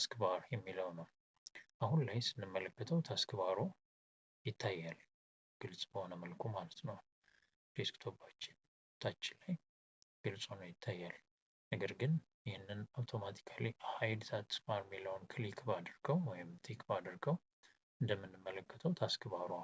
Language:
Amharic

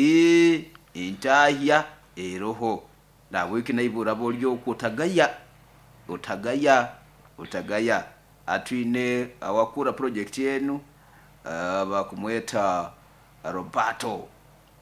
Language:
Nyoro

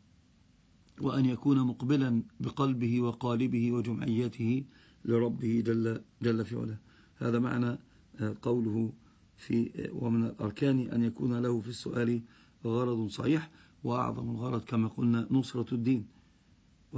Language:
Arabic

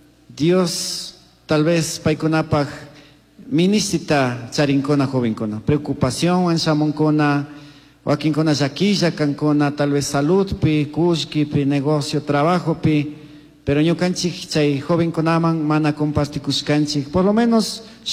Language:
Chimborazo Highland Quichua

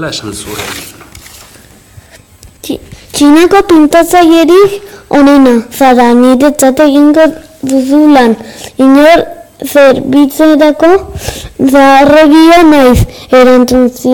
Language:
Basque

